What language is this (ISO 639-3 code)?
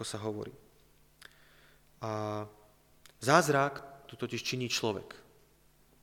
slk